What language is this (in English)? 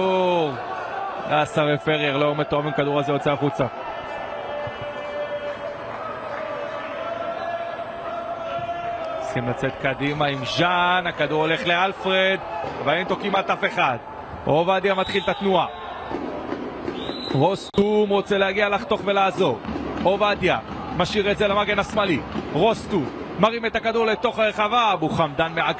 Hebrew